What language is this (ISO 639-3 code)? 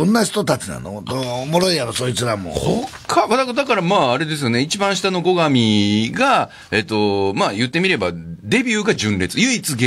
jpn